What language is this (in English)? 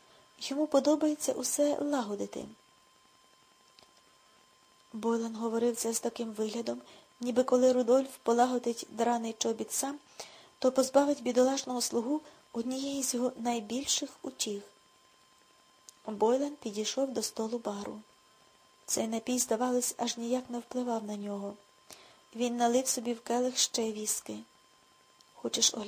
Ukrainian